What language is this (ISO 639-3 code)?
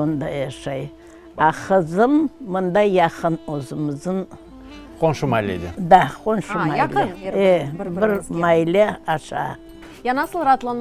crh